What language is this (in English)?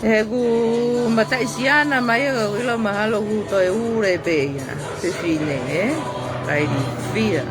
Tongan